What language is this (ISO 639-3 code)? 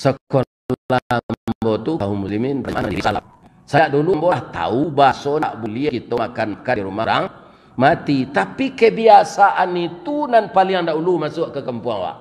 min